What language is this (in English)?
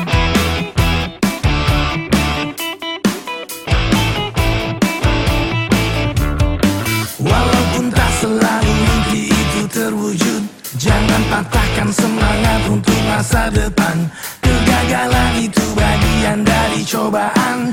Indonesian